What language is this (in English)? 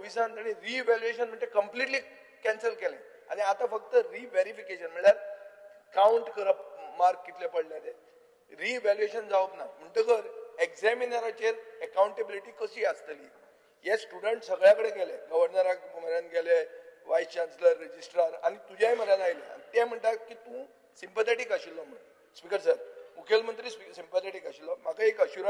Konkani